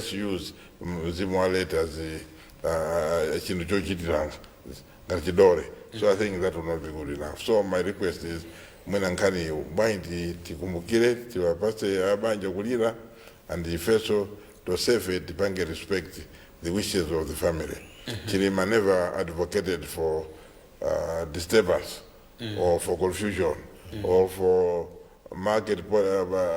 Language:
Nyanja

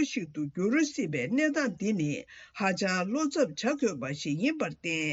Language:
Tibetan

